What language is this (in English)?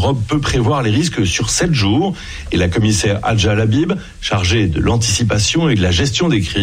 French